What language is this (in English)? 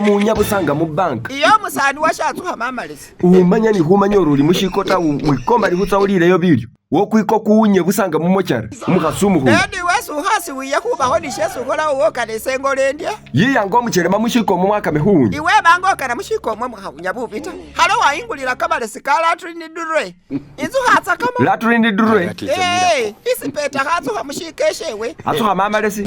Masaaba